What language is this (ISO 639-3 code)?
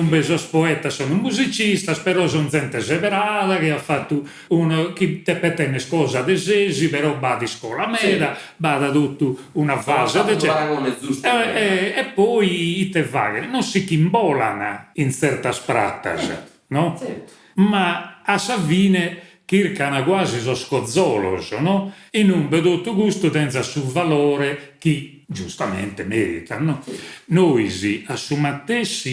srd